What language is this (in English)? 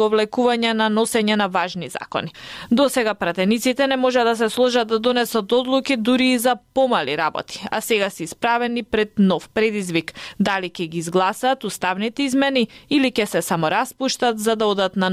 Macedonian